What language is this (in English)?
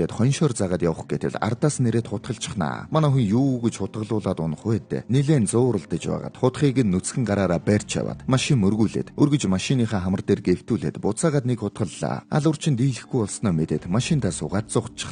Mongolian